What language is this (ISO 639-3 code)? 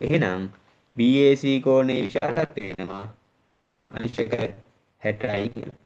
sin